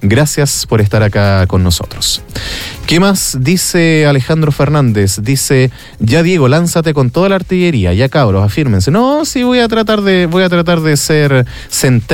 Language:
Spanish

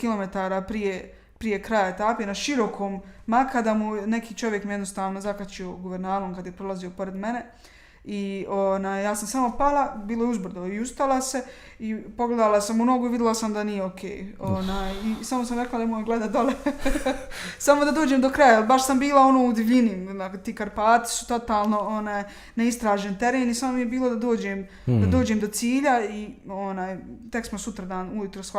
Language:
Bosnian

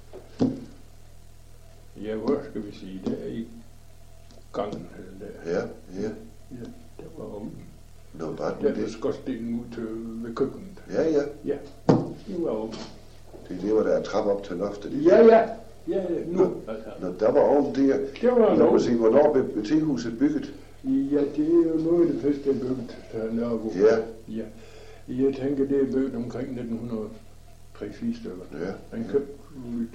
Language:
Danish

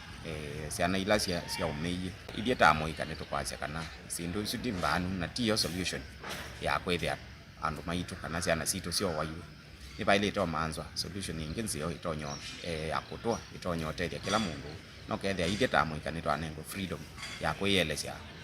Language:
Kamba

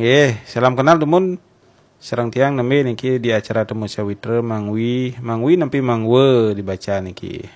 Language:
Balinese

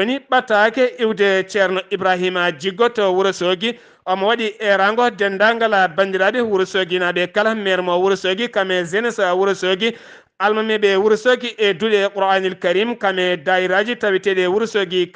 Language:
Fula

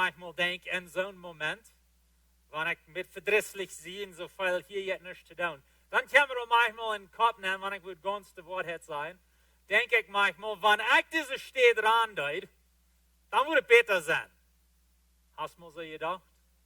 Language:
Plautdietsch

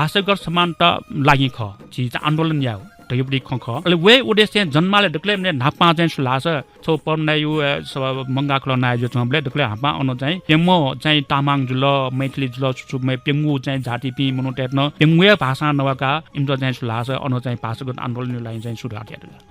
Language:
Newari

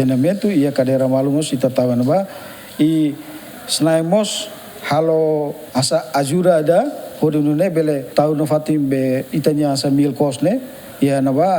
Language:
Tetum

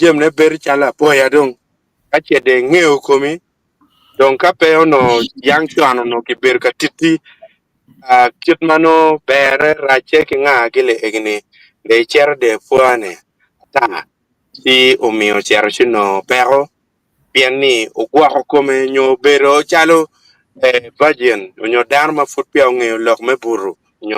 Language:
Acoli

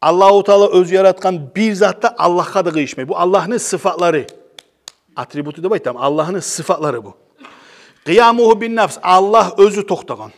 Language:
Kumyk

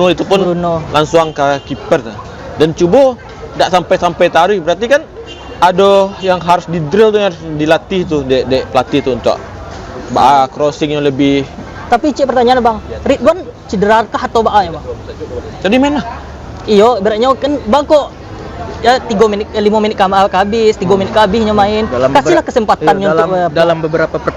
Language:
Minangkabau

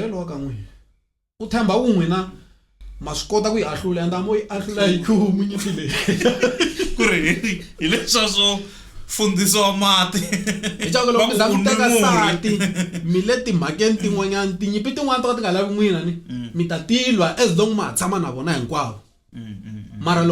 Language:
Tsonga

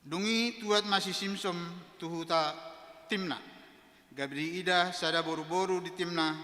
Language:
Batak Toba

